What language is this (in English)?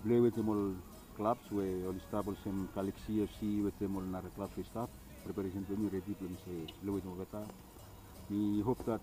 Bislama